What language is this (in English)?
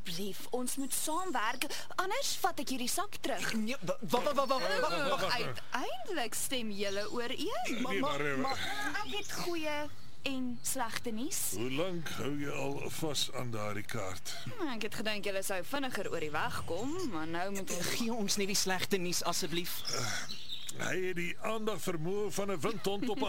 Afrikaans